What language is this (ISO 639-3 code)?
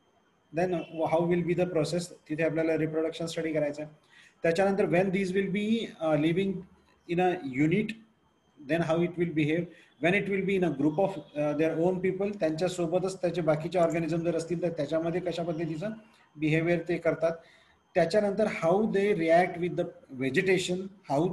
mar